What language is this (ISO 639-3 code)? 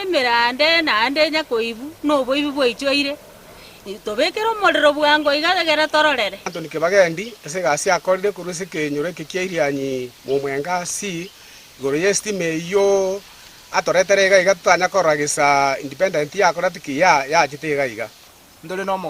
guz